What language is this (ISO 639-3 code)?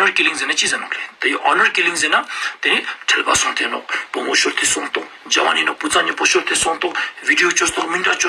lbj